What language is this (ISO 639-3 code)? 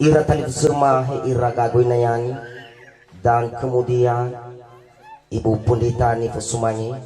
nia